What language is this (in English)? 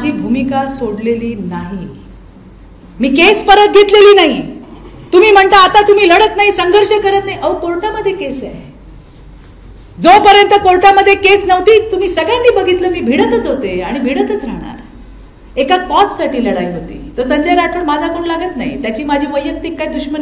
Marathi